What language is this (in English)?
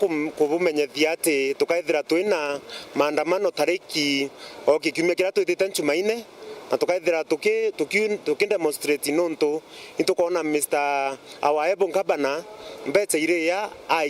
Meru